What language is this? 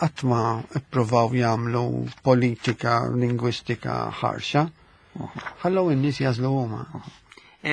Maltese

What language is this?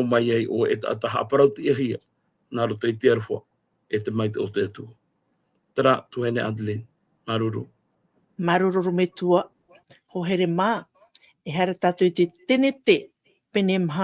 Tahitian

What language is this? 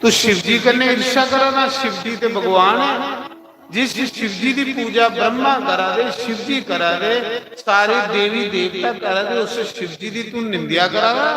Dogri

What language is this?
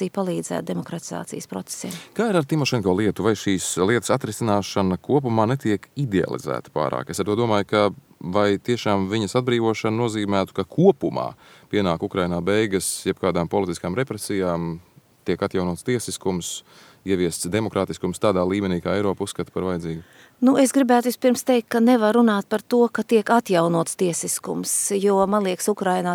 Latvian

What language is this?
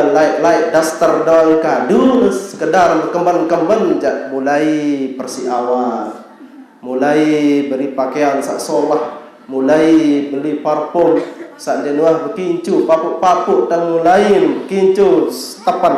Sasak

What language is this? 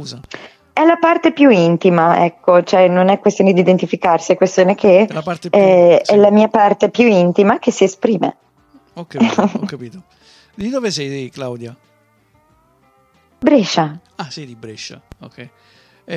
Italian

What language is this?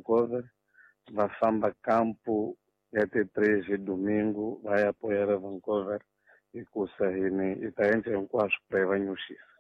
Tsonga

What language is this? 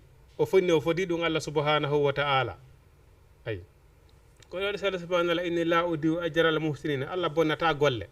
Fula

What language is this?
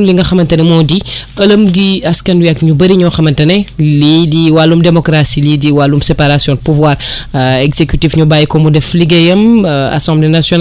Wolof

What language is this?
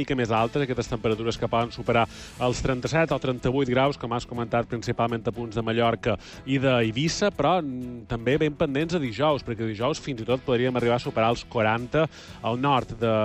Catalan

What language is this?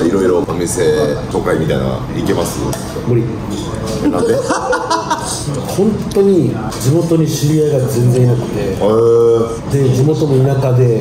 Japanese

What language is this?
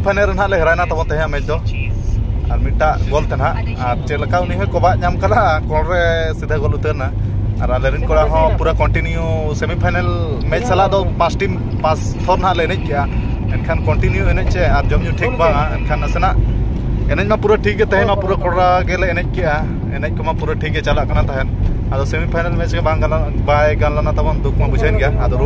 Santali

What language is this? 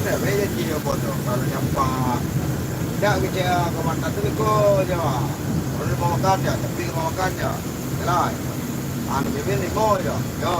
Minangkabau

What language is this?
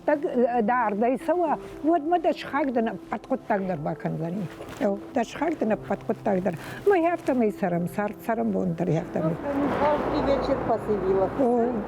Ossetic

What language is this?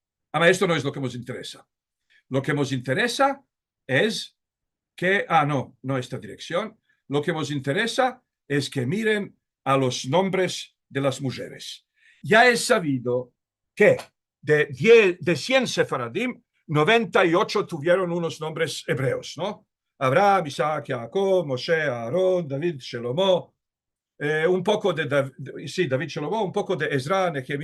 Ladino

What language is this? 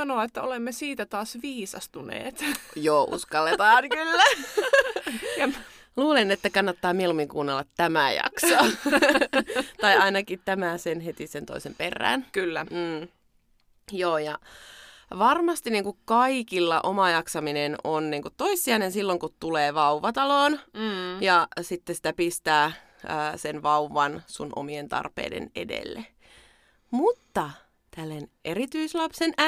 Finnish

